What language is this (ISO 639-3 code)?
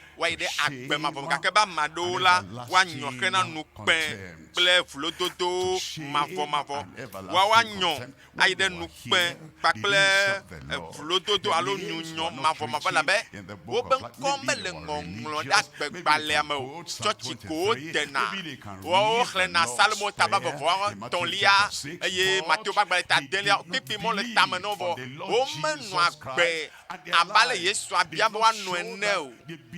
ewe